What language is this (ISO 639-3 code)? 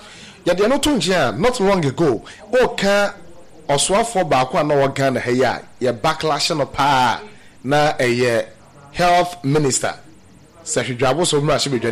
aka